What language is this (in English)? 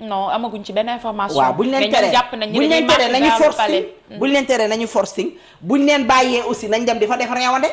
Wolof